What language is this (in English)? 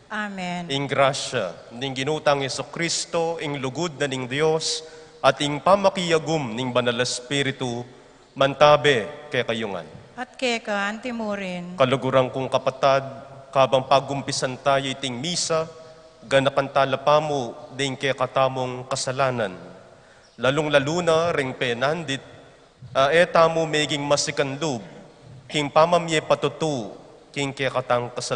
Pampanga